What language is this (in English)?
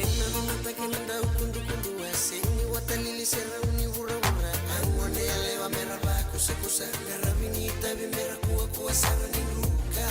Fijian